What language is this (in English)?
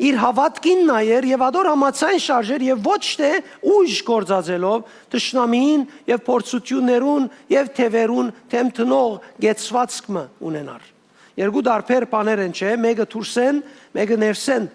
Western Armenian